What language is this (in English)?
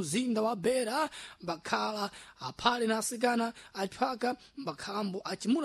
Sena